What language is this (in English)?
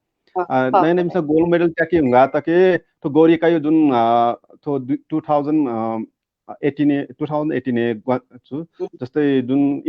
Newari